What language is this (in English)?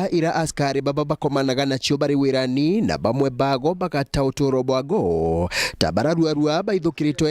Meru